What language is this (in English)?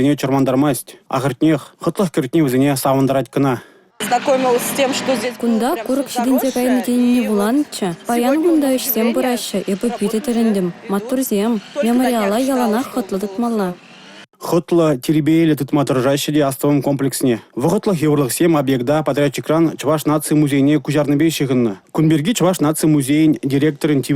Chuvash